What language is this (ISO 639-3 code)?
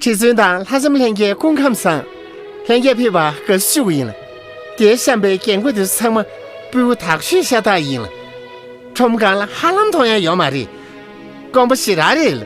bod